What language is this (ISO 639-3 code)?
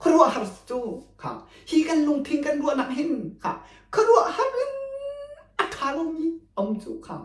cnh